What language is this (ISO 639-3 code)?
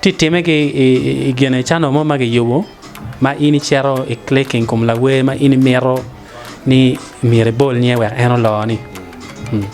ach